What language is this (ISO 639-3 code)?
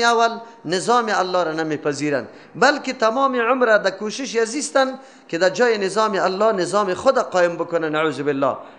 fas